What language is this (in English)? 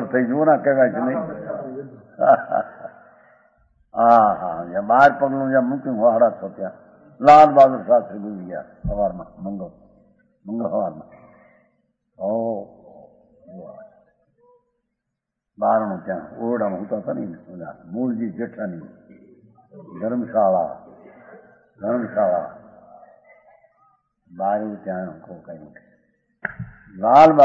Gujarati